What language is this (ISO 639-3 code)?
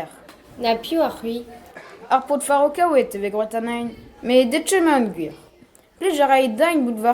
bre